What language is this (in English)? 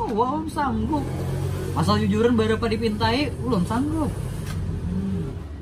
Banjar